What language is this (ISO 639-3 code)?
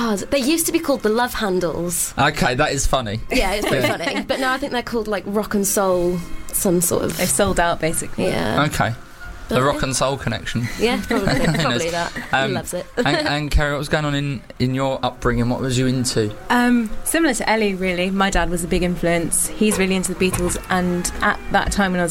eng